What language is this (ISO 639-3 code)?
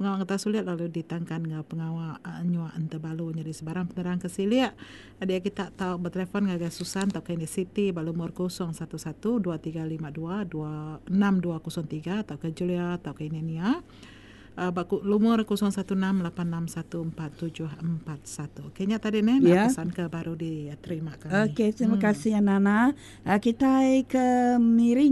iba